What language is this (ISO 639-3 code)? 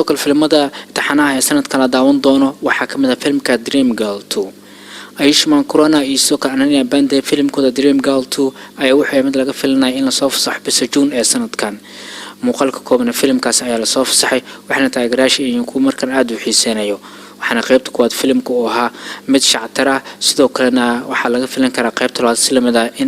som